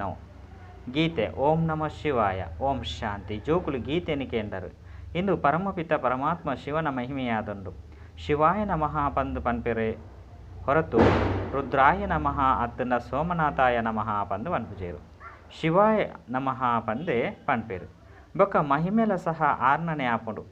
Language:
Tulu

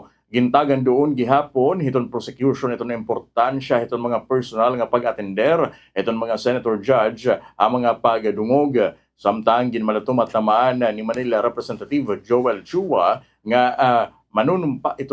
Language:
Waray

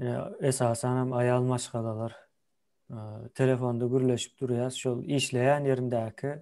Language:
Turkmen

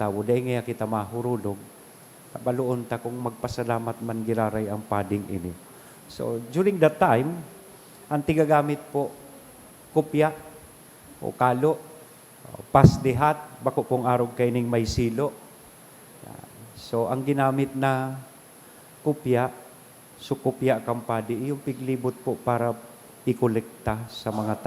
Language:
Bikol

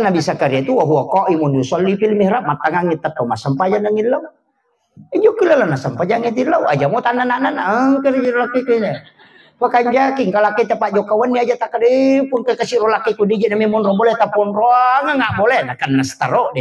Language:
Buginese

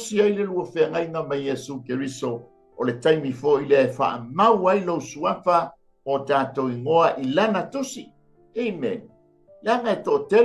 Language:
Samoan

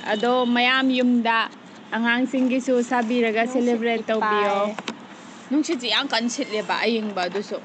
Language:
Manipuri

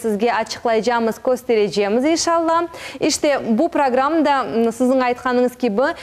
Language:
Crimean Tatar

